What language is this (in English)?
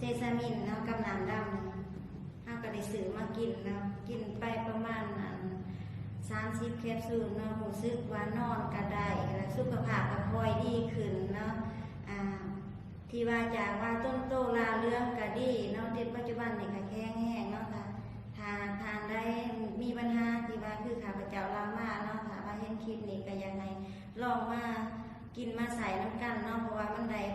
Lao